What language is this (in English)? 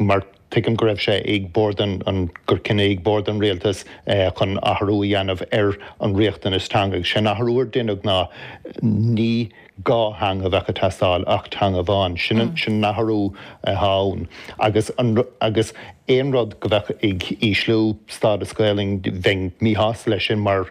Irish